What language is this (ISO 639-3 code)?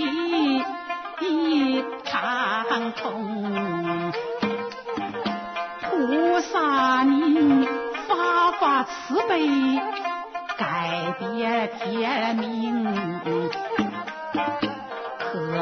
zho